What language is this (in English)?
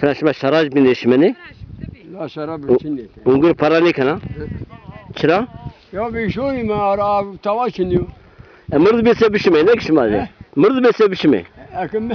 Zaza